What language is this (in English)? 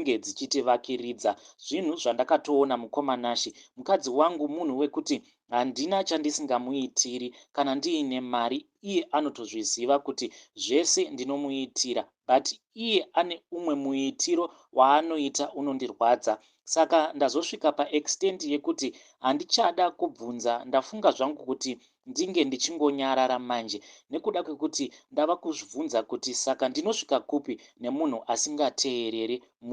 Shona